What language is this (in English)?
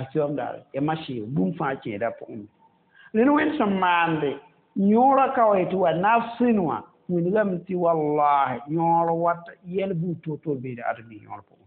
Mossi